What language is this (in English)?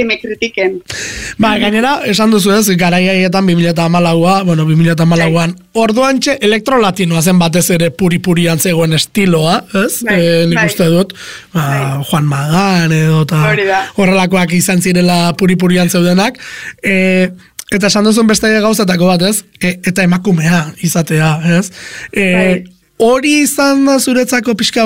Basque